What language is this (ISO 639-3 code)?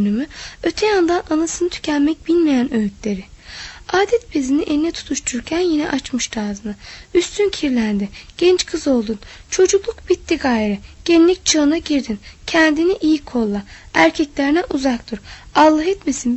tur